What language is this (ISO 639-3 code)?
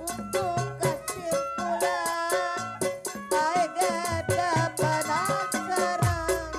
bew